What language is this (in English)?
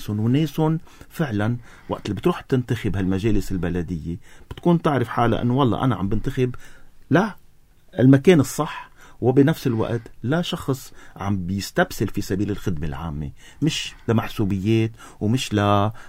North Levantine Arabic